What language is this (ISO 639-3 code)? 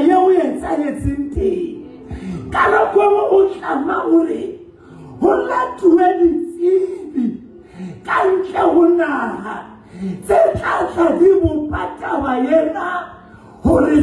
sot